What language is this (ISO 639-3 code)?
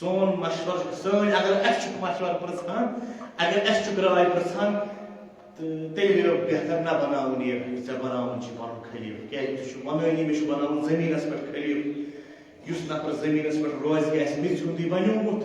kas